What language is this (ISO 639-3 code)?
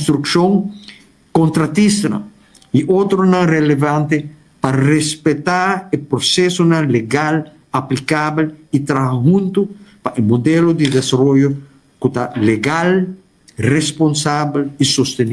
pap